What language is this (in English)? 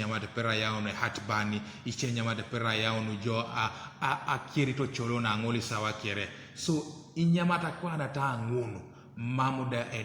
Teso